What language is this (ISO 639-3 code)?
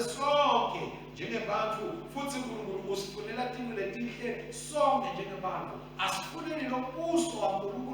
ssw